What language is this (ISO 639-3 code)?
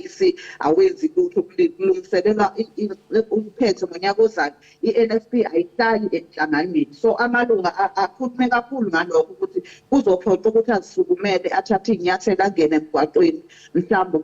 zul